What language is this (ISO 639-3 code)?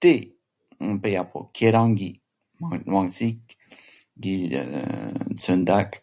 bod